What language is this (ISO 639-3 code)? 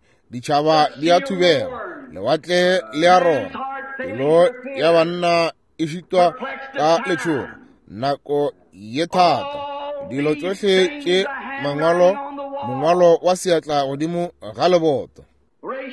nso